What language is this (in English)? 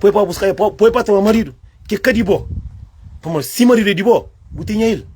Kabuverdianu